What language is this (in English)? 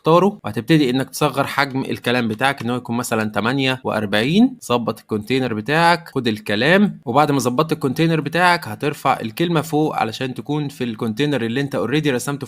Egyptian Arabic